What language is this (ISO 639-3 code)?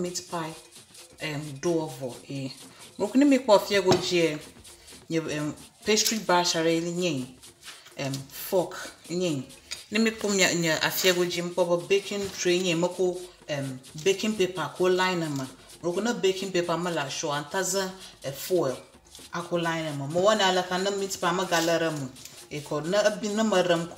ewe